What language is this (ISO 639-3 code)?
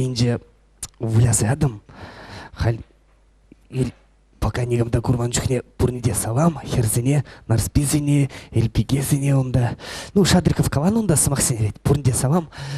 chv